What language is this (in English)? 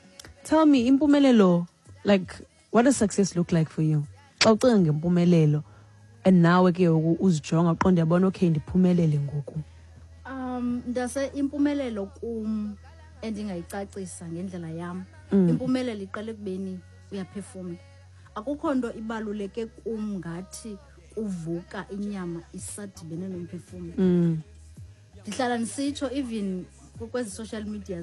Xhosa